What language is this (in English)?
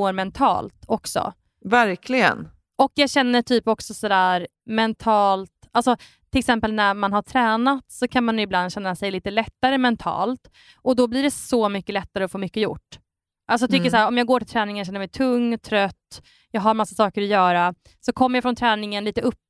Swedish